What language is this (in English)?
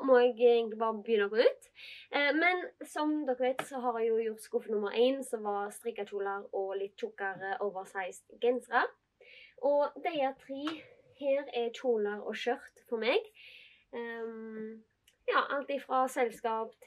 Norwegian